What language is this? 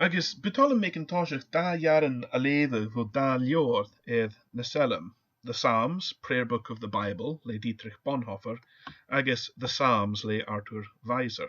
Scottish Gaelic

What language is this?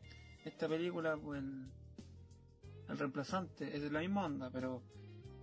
Spanish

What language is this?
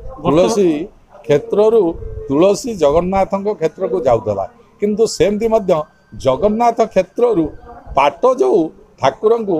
Odia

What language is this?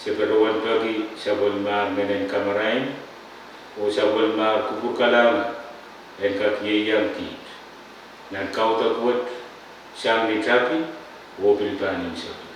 Pohnpeian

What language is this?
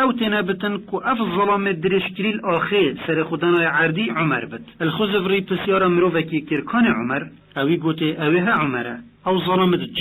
Kurdish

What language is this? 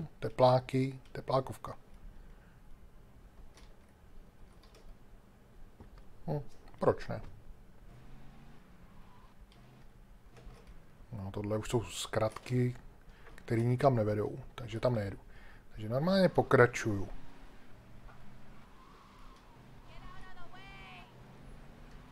Czech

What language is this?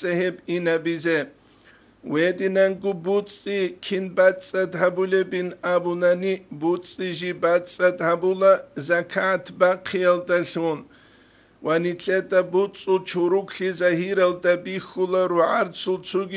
Avaric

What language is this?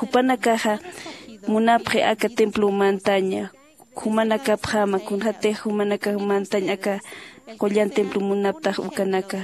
Aymara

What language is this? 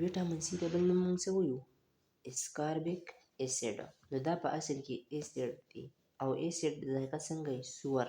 Pashto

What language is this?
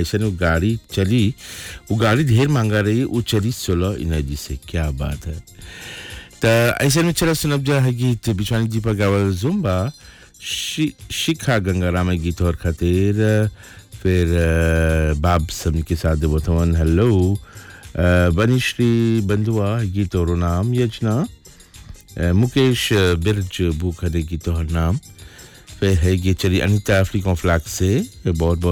Bhojpuri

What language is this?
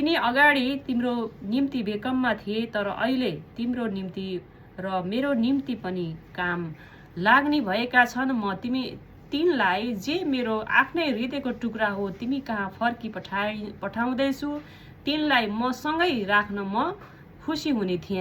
Nepali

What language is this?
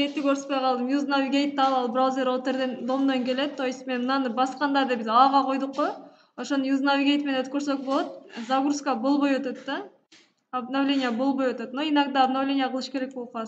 Kyrgyz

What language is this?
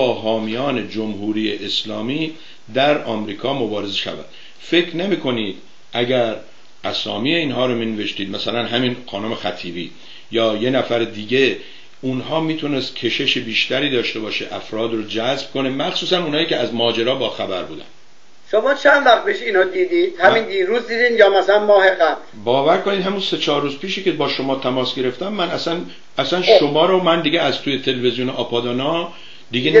Persian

